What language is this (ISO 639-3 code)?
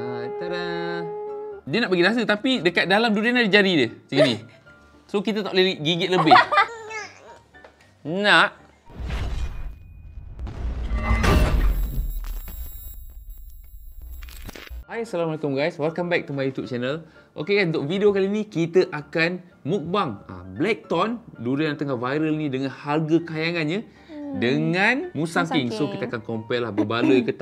msa